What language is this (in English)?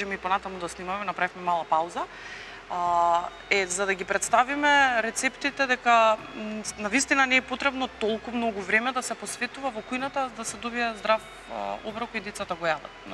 Macedonian